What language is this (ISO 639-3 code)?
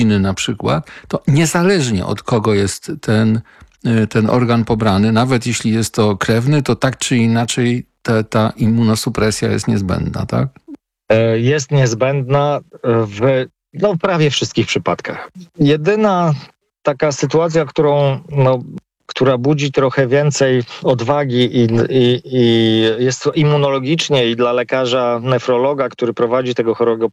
pol